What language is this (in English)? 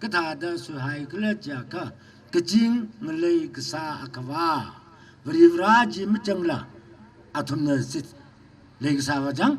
Tangkhul Naga (India)